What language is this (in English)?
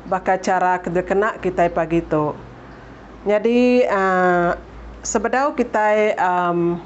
Iban